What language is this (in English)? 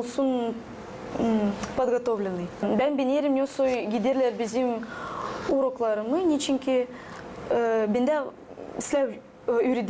Gagauz